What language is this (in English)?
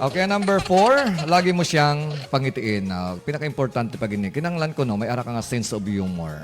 Hiligaynon